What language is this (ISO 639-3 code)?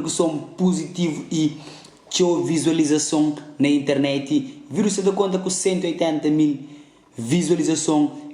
kea